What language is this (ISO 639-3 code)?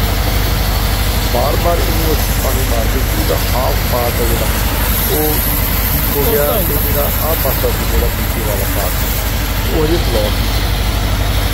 pan